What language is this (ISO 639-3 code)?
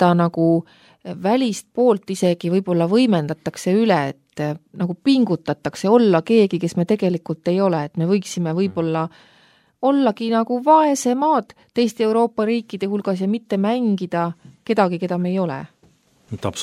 est